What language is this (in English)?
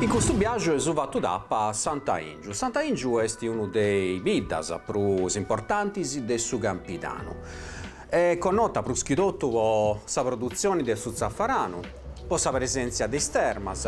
Sardinian